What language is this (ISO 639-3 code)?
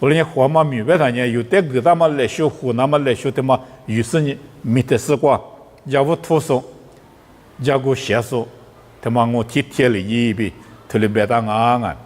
lis